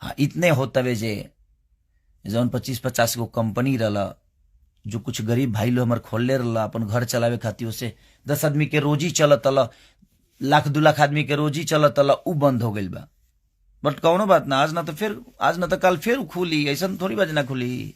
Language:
Bhojpuri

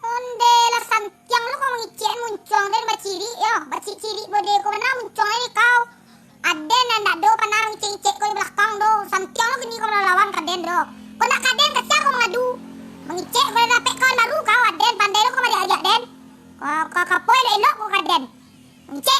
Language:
Minangkabau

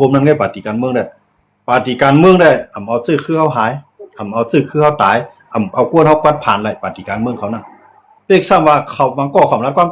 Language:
Shan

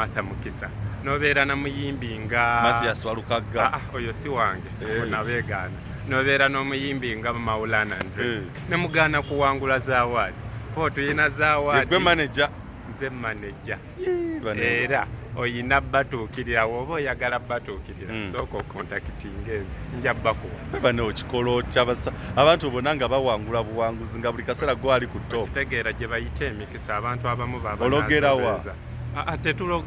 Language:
Ganda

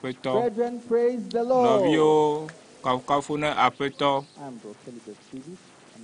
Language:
Ewe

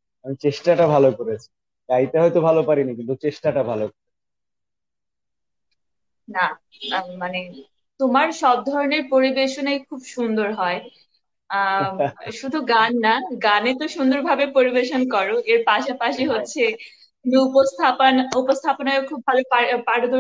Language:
Bangla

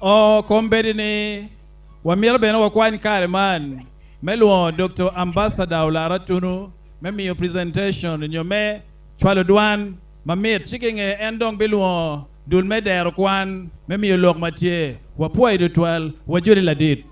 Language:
Acoli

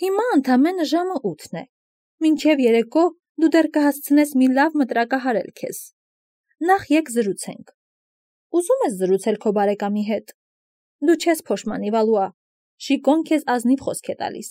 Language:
Armenian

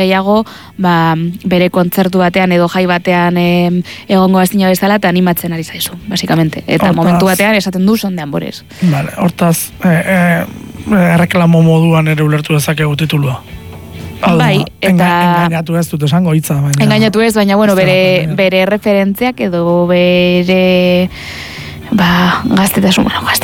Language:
Basque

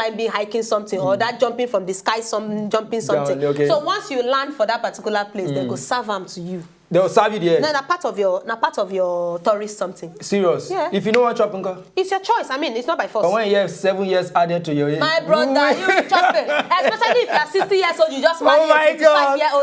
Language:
Nigerian Pidgin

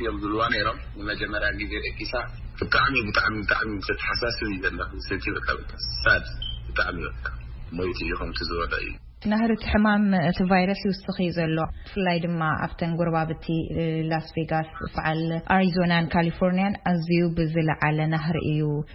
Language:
Tigrinya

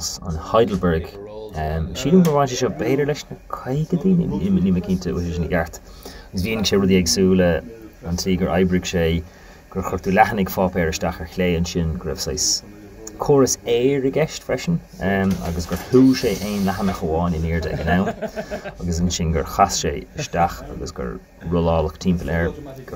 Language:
Irish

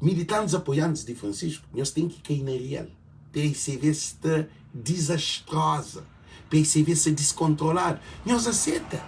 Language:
Kabuverdianu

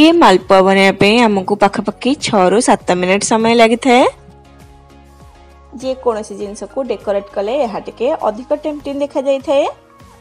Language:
Odia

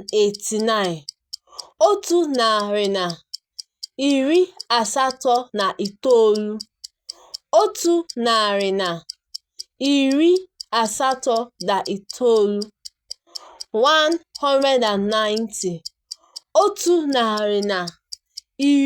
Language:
Igbo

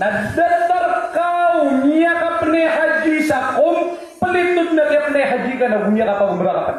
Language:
Maranao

